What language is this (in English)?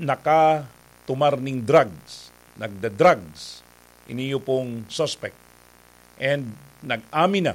Bikol